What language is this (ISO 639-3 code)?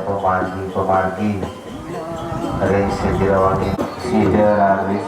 ban